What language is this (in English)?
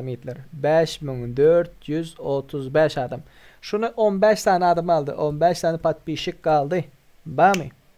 Turkmen